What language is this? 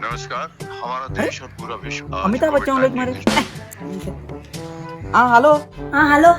Konkani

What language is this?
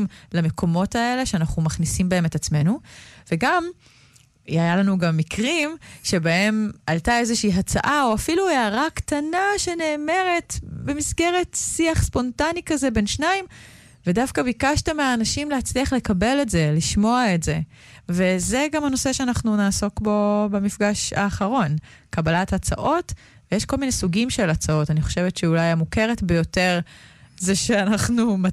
Hebrew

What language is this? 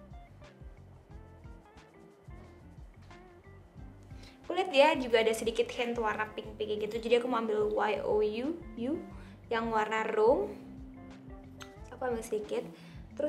Indonesian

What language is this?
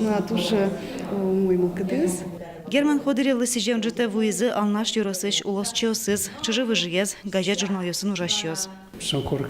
Udmurt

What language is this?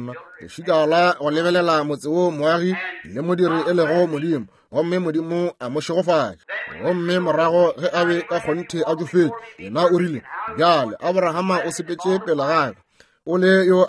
Northern Sotho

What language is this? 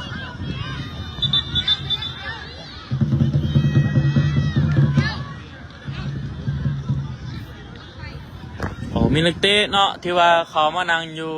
Lao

